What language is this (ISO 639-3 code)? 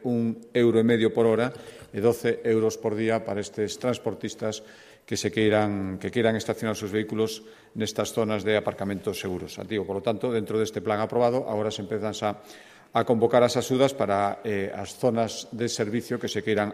glg